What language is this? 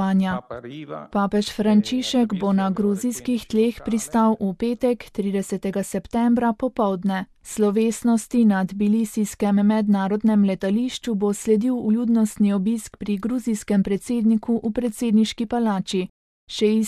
Slovenian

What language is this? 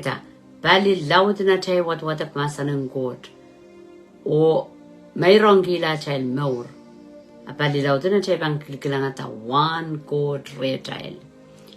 Pohnpeian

